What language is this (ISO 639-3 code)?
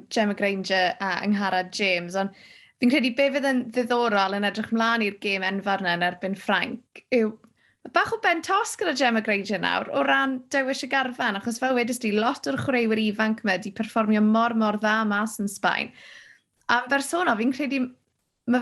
cym